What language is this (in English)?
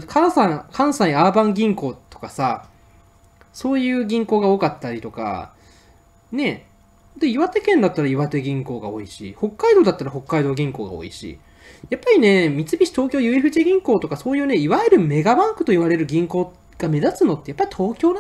Japanese